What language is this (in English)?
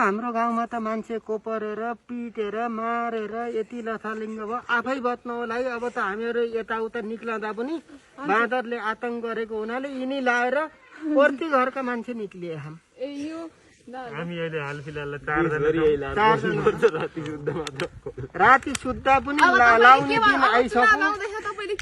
Nepali